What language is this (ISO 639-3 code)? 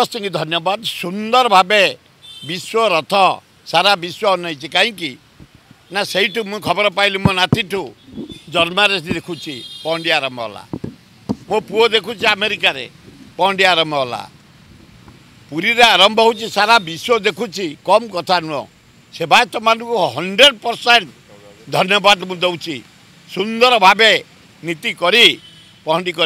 ori